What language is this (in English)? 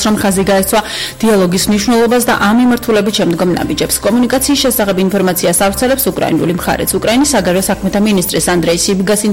Georgian